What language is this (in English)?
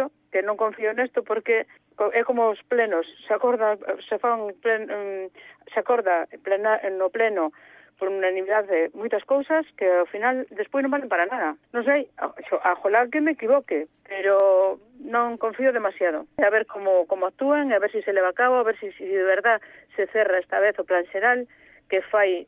Galician